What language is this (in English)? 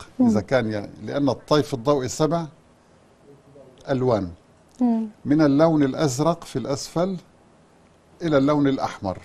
Arabic